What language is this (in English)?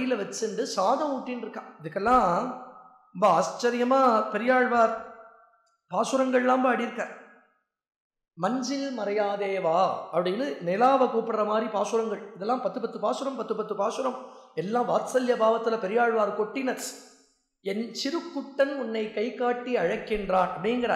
Tamil